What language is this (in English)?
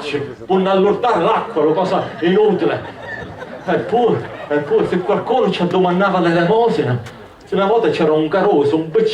Sicilian